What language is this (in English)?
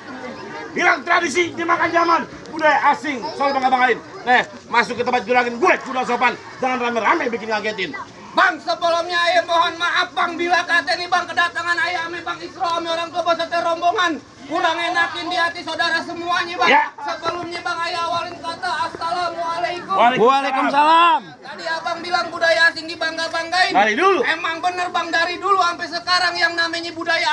Betawi